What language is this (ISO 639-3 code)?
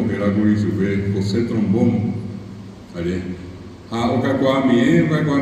grn